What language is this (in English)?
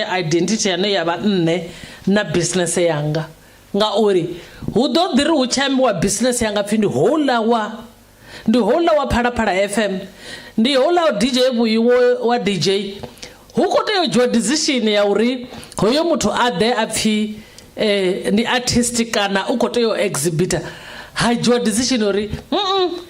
Venda